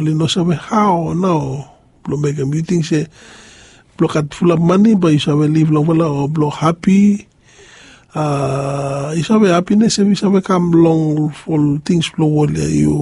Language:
Bislama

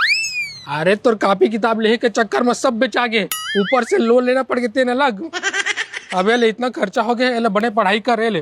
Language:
Chhattisgarhi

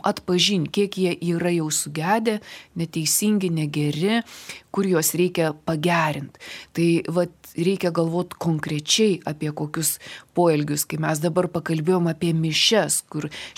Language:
Lithuanian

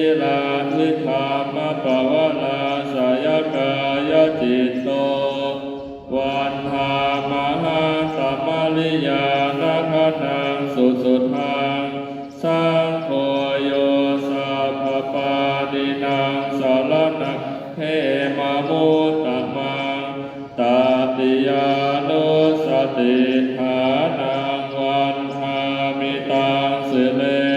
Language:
Pali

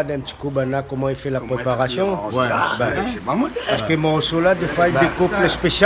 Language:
Réunion Creole French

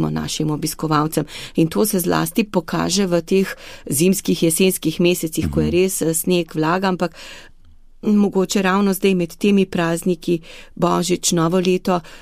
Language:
Slovenian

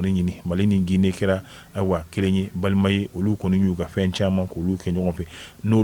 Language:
Bambara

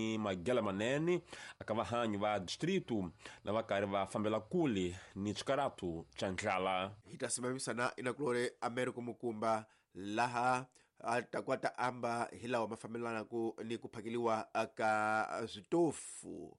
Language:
Tsonga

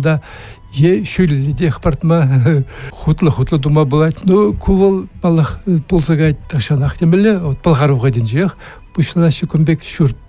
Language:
Chuvash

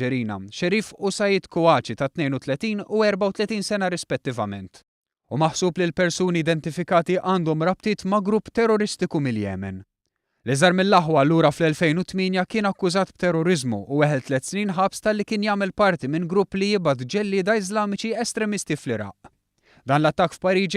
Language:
Maltese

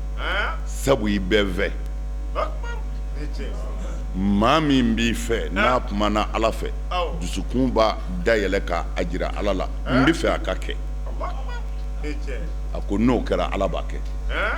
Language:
Bambara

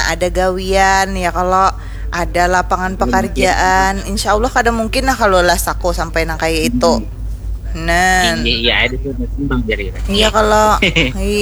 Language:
Banjar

